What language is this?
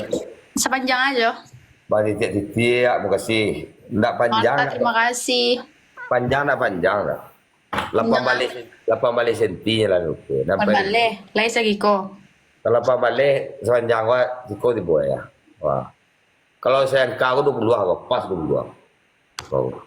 Minangkabau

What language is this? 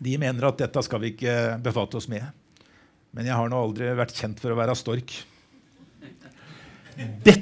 Norwegian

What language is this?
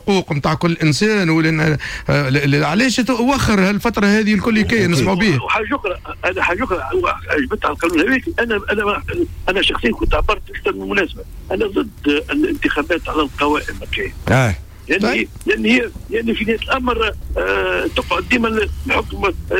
Tunisian Arabic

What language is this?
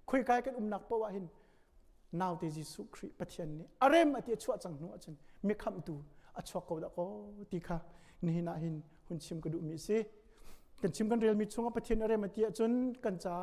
Hakha Chin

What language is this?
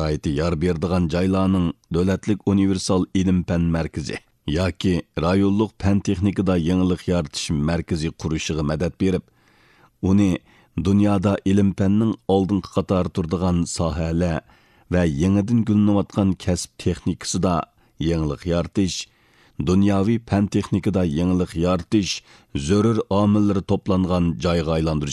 Uyghur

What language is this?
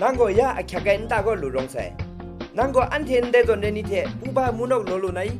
Kachin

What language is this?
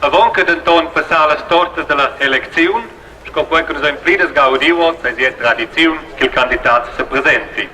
Romansh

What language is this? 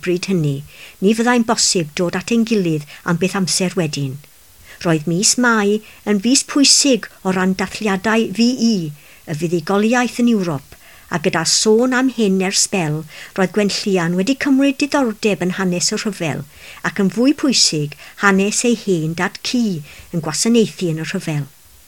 Welsh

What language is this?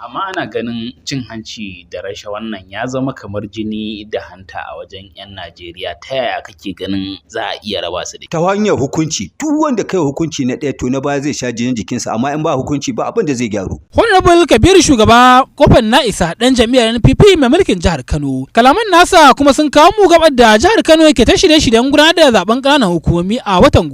Hausa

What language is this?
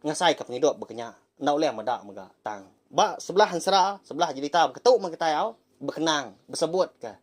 Iban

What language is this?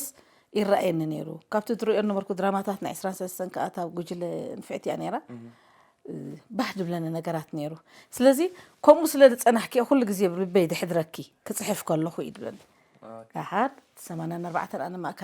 Tigrinya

